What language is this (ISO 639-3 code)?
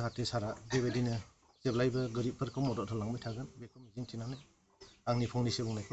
brx